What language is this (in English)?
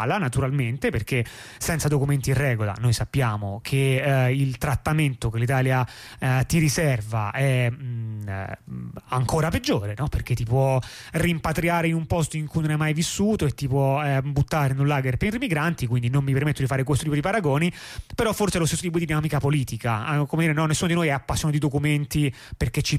Italian